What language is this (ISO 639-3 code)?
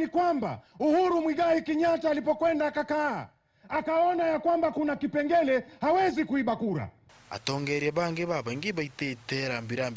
mer